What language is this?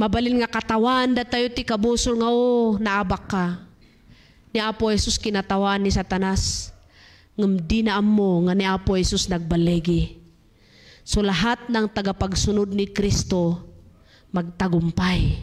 Iloko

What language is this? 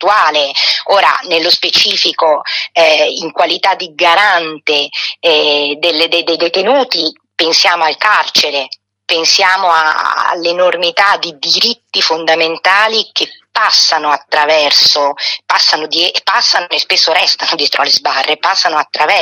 Italian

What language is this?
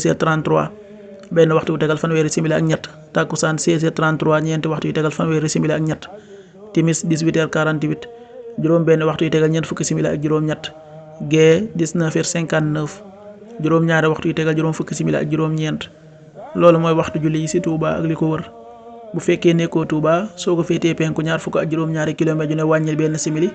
Wolof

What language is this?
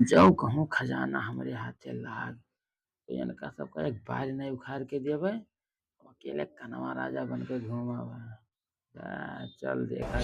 Awadhi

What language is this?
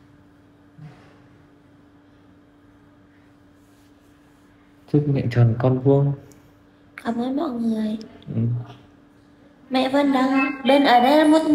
Vietnamese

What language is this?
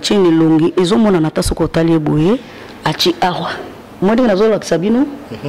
Lingala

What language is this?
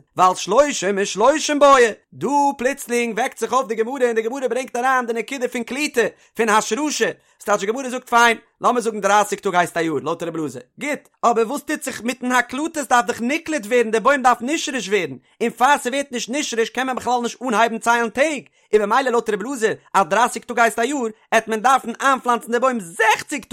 Yiddish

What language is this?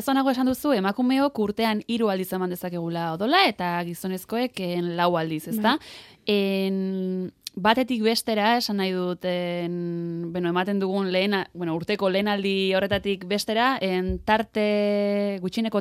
Basque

